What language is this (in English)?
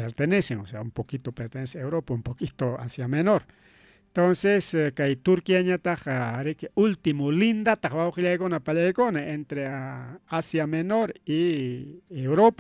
Ayacucho Quechua